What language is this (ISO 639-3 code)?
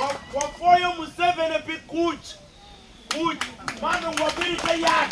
ach